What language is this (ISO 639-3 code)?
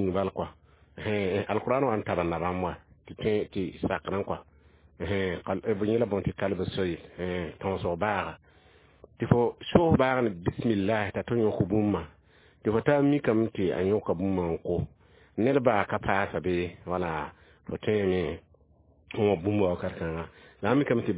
mos